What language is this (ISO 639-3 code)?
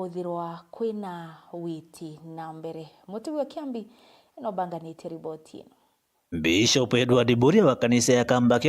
mer